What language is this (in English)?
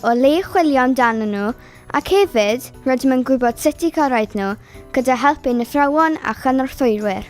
Welsh